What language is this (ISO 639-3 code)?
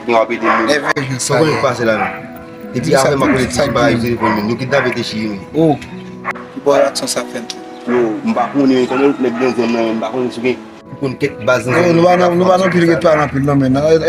hat